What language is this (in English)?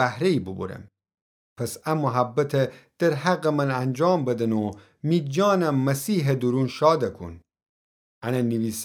Gilaki